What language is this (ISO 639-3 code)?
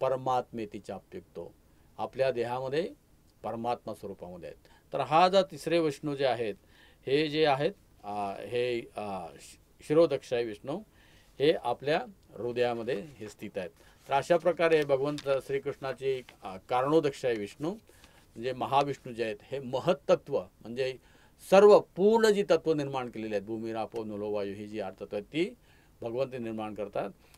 mar